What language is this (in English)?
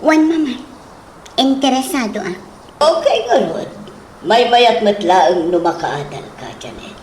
Iloko